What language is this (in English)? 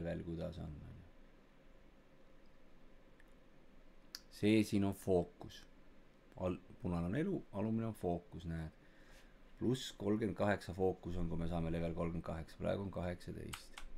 Estonian